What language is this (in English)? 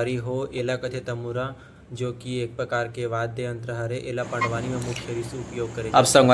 Chhattisgarhi